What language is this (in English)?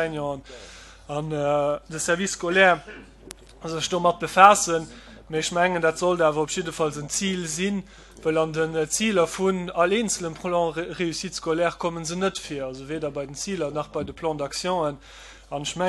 Luxembourgish